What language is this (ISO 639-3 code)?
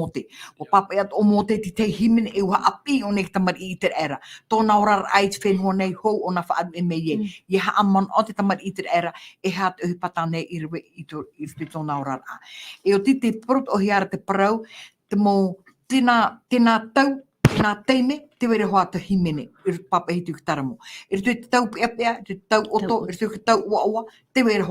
tah